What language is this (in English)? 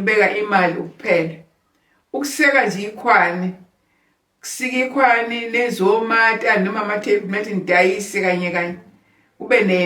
Zulu